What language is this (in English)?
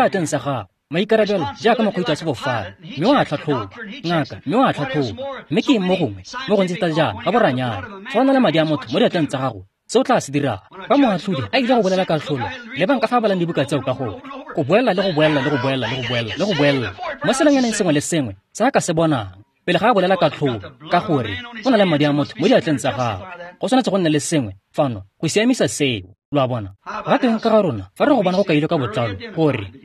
Tswana